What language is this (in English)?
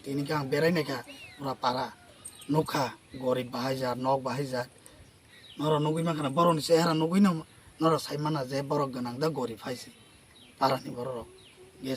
Riang (India)